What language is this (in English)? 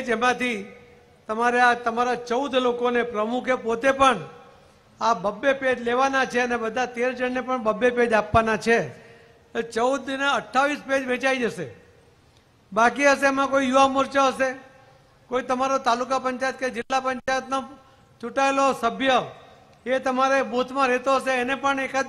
Gujarati